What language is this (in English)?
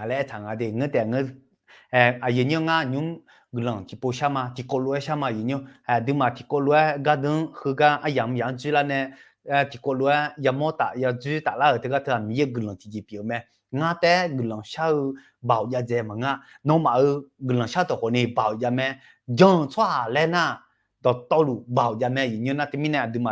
Akha